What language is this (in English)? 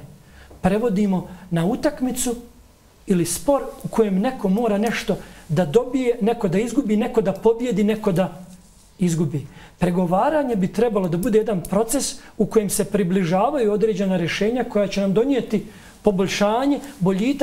Bosnian